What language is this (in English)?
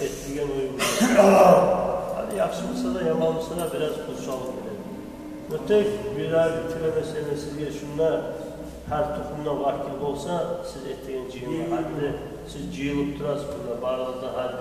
Kumyk